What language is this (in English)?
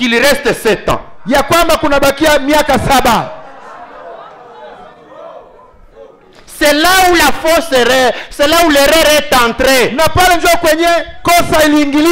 Swahili